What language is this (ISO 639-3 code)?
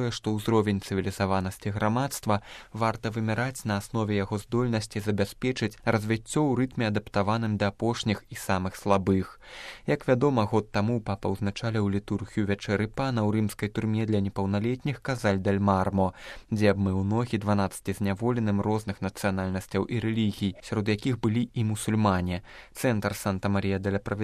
bel